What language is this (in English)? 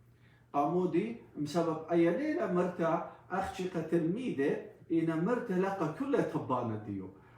Assyrian Neo-Aramaic